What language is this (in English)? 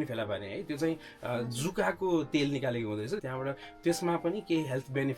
Nepali